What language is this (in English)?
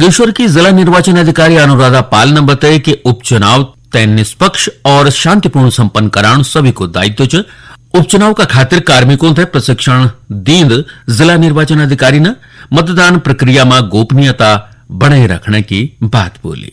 Garhwali